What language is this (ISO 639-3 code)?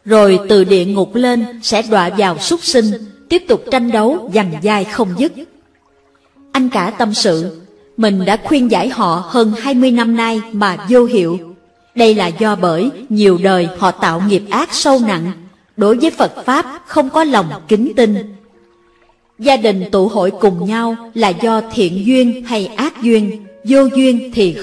vie